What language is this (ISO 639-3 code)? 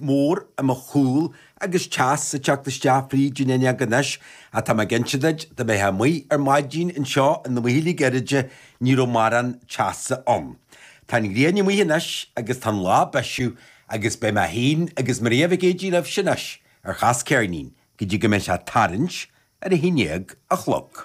gle